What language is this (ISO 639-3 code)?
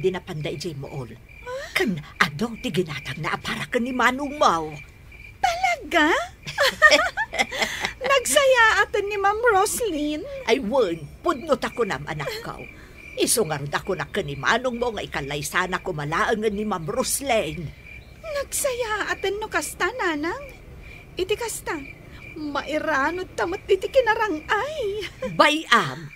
ilo